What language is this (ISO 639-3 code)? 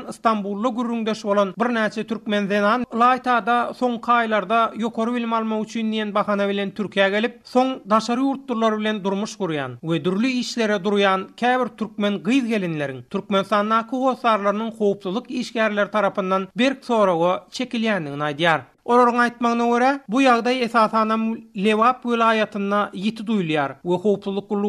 tuk